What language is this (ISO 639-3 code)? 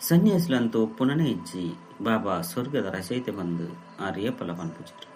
tcy